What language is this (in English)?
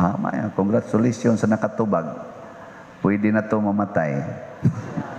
Cebuano